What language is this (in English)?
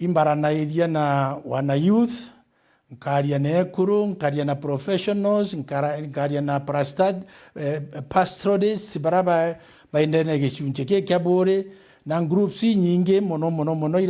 Meru